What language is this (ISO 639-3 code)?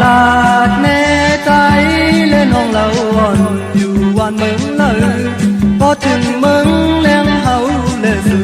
shn